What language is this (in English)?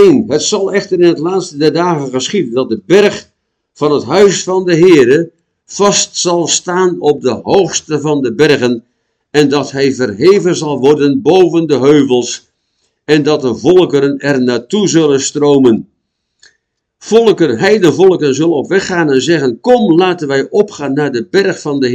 Dutch